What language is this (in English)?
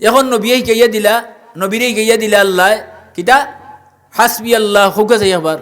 Sylheti